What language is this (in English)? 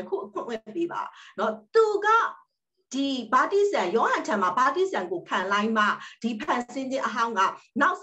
Burmese